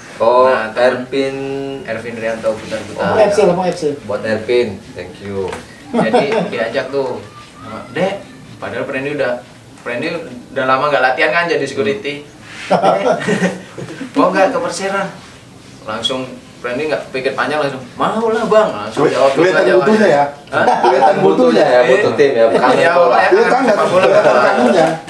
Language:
Indonesian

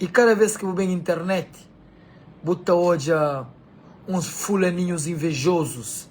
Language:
Kabuverdianu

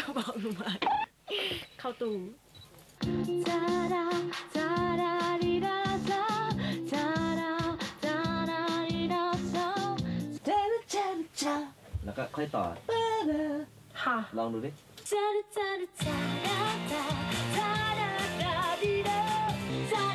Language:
Thai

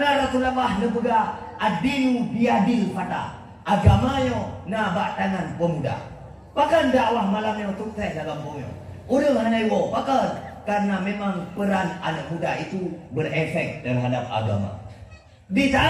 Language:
Achinese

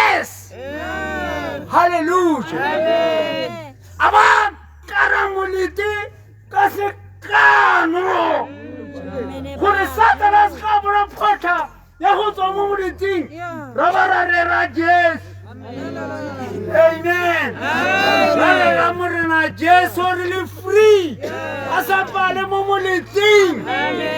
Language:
Tswana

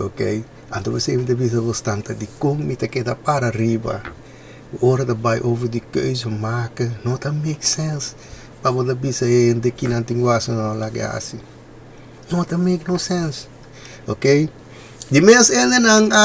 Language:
Papiamento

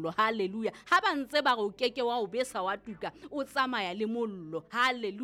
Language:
Southern Sotho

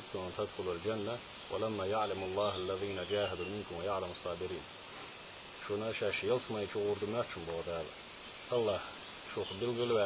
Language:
Chechen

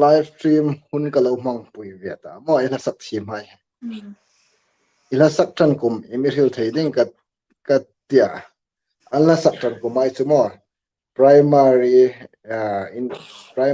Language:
Hmar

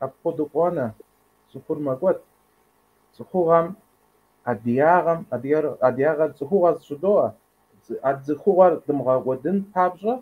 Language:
Kabardian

